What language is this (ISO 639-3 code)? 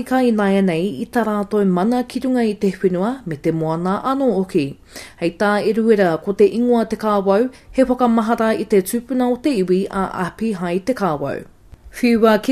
mri